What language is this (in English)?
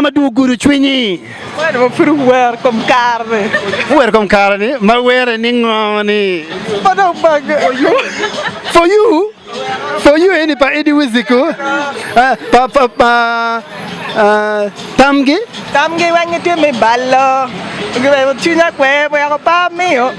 Acoli